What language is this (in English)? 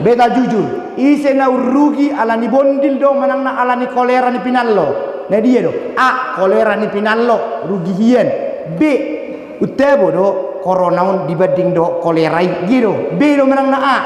Batak Toba